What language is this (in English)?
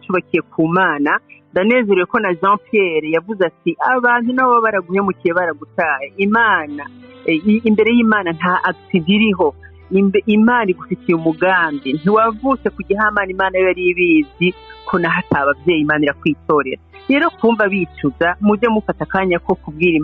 Rundi